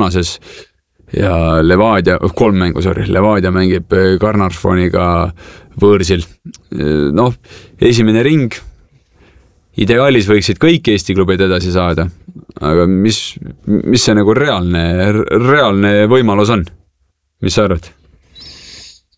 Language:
Estonian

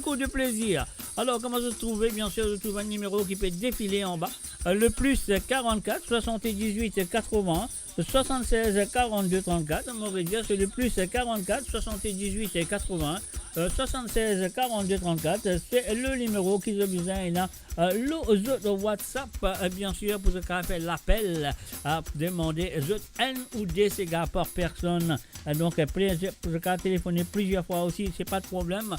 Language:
Morisyen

